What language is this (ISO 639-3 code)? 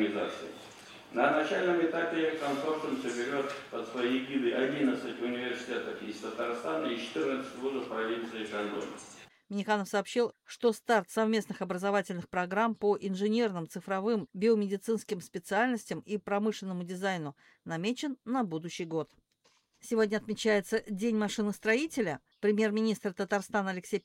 rus